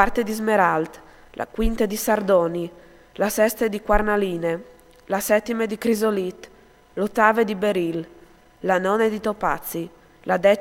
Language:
Friulian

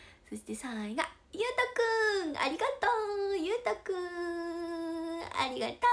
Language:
Japanese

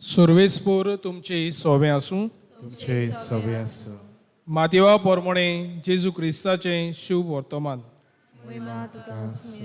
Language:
Konkani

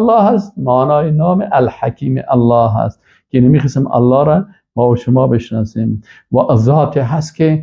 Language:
Persian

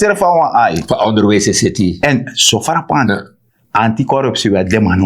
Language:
Sranan Tongo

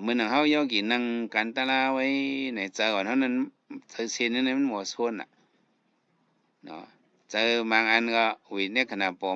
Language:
Shan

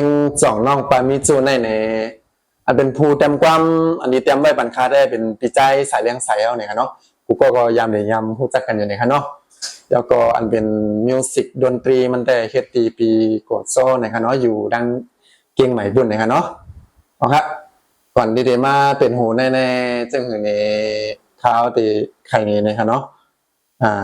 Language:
Shan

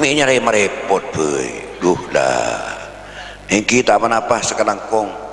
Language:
Madurese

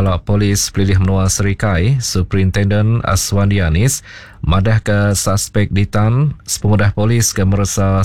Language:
Iban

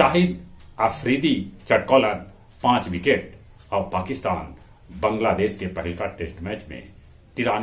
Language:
Magahi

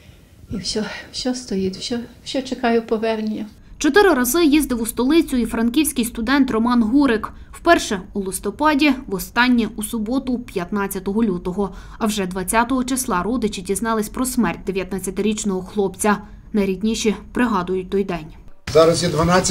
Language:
Ukrainian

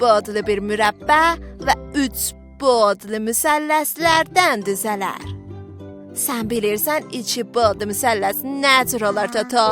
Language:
South Azerbaijani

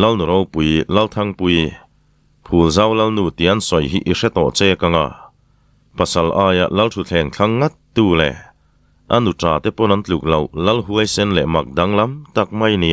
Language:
Mizo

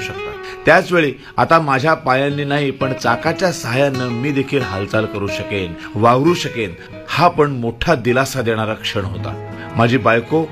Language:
Marathi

